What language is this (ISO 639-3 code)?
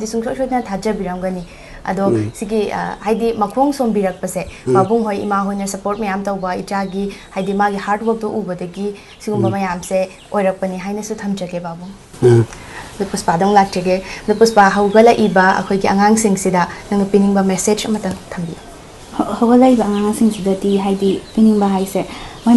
mni